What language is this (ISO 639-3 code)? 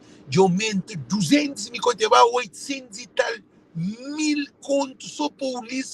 kea